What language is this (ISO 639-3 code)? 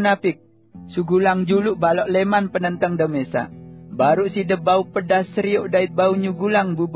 sas